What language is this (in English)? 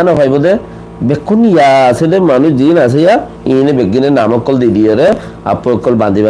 Rohingya